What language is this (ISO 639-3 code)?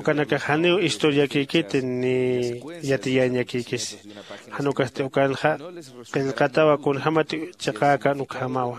aym